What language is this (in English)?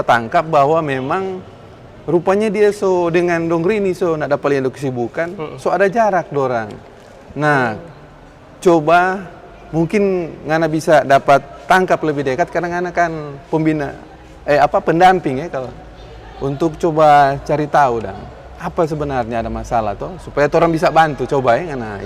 Manado Malay